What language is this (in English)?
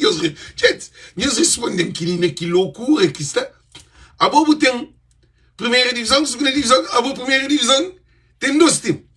Kabuverdianu